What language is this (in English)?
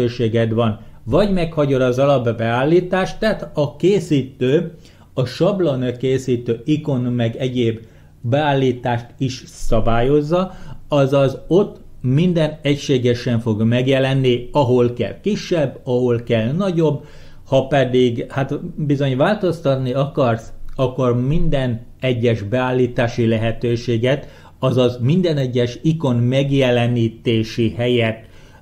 Hungarian